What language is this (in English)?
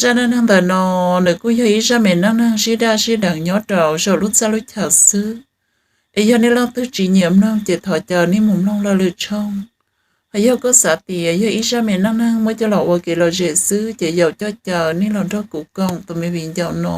Hmong